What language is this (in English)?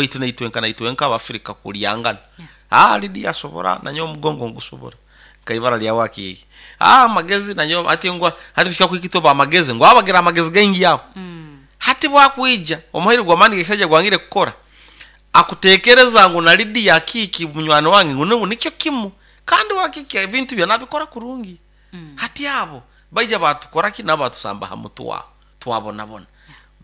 Nyoro